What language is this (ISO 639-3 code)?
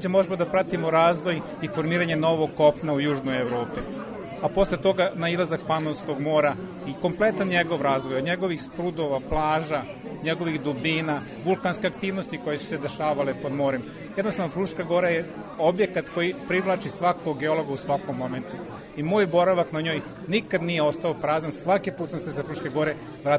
srp